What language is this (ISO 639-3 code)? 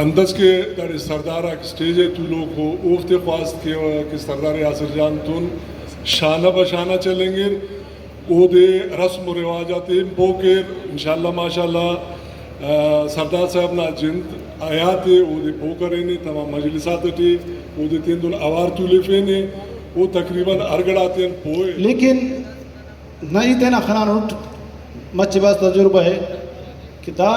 brh